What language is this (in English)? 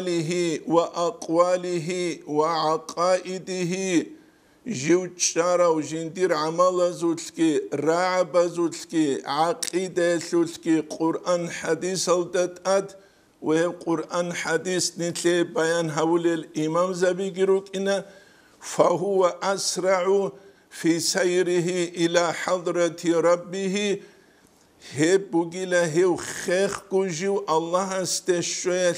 Avaric